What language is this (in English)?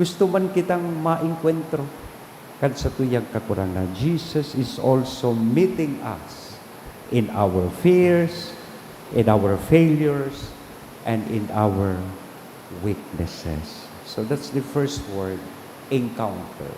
Bikol